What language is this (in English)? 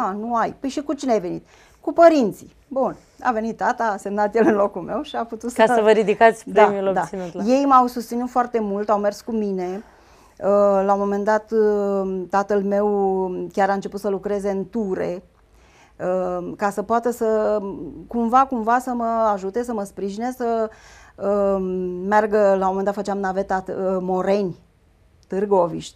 Romanian